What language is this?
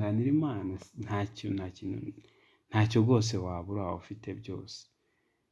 Kinyarwanda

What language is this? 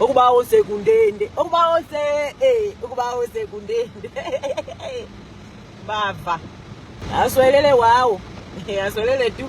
Nyanja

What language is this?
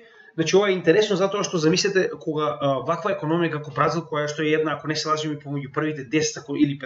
Macedonian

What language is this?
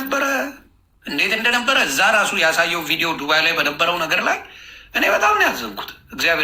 Amharic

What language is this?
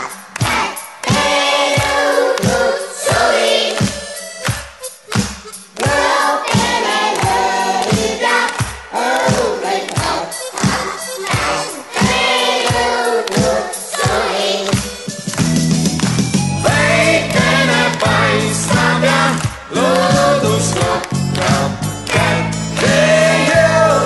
Estonian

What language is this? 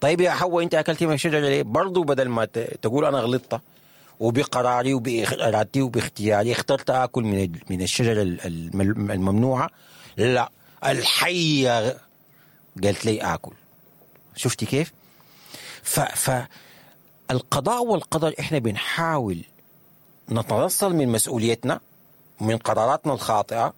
Sudanese Arabic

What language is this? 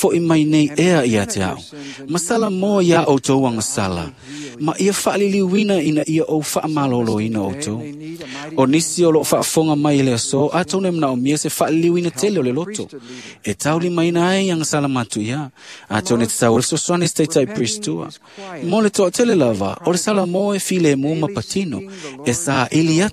Samoan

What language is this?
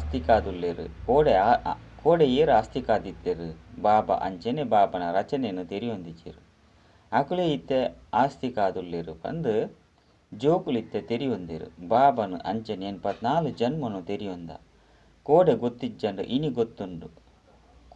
Tulu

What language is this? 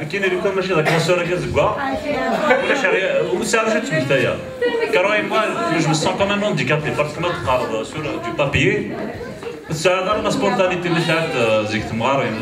Kabyle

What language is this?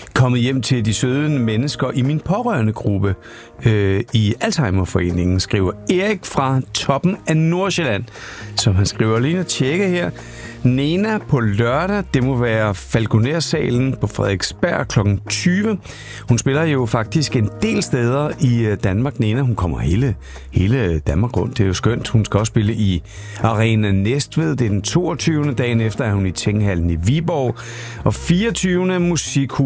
Danish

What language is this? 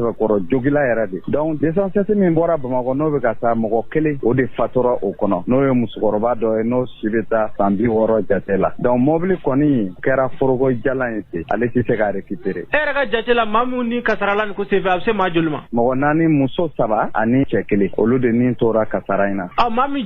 Bambara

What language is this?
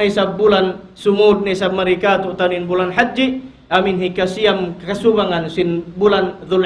Tausug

